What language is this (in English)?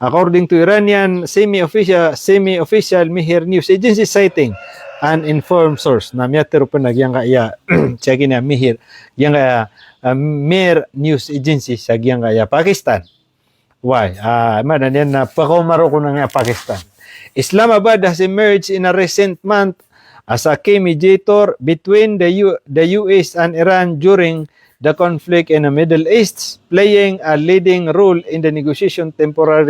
Maranao